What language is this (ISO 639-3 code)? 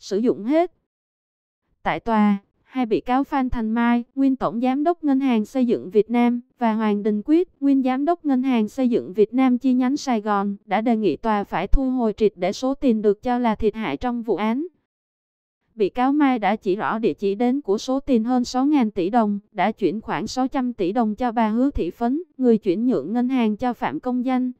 vie